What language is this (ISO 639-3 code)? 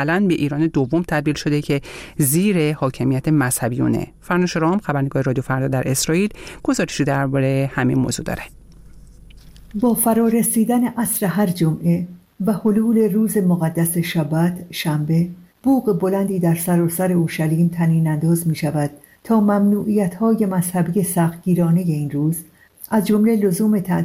fas